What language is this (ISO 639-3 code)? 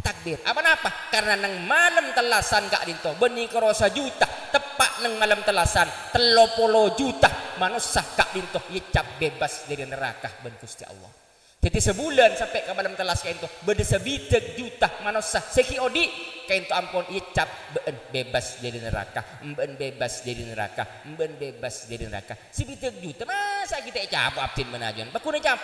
mad